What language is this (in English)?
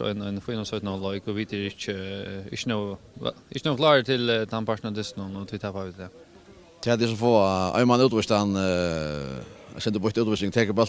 Faroese